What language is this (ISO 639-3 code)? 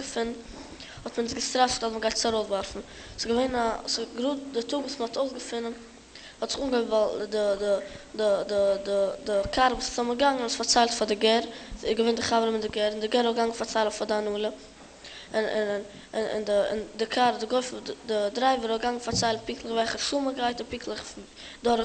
yid